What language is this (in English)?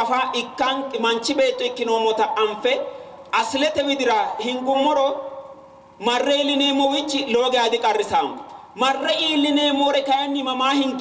Sidamo